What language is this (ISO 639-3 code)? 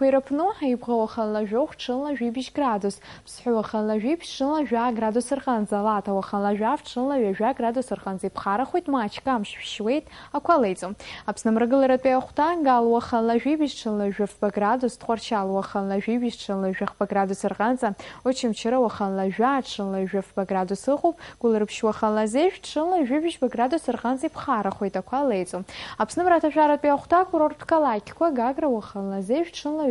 abk